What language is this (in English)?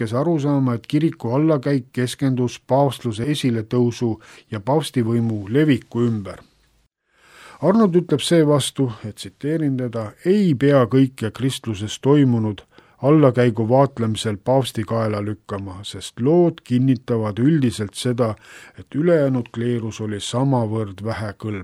Estonian